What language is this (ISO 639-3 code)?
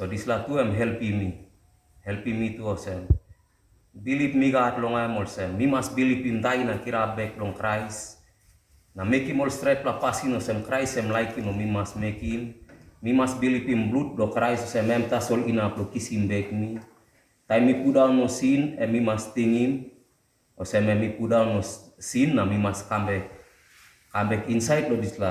tpi